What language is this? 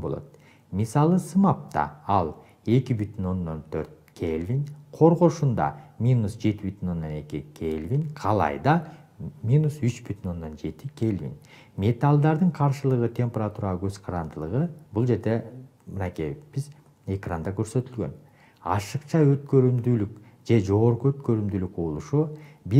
Kyrgyz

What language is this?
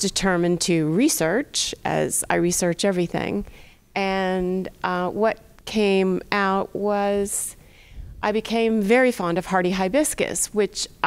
English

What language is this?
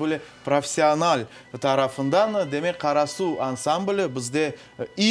Crimean Tatar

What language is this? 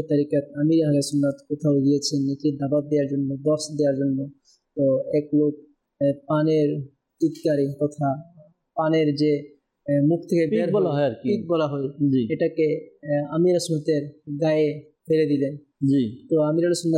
Bangla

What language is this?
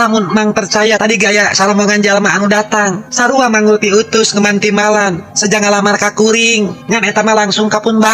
Sundanese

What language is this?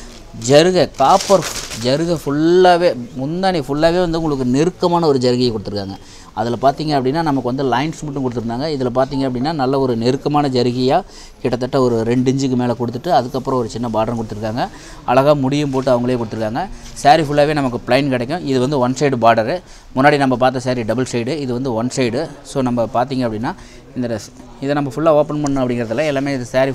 Tamil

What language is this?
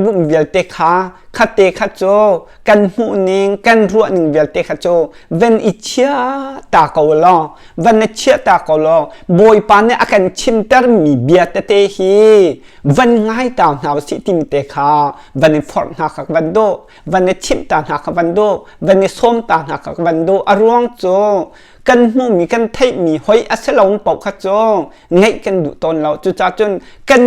Hakha Chin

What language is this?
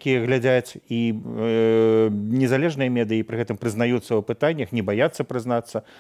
Belarusian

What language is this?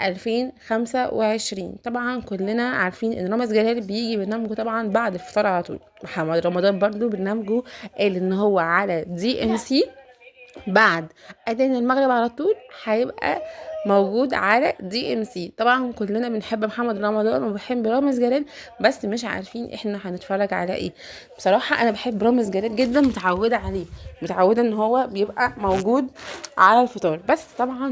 Egyptian Arabic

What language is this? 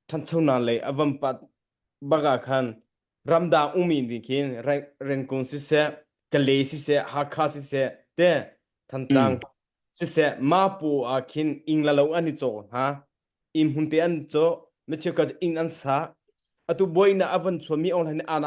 Hakha Chin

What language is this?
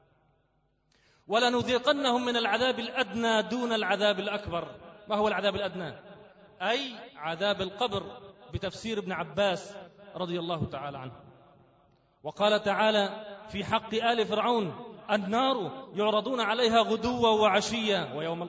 Arabic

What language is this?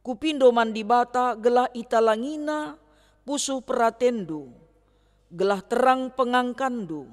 Batak Karo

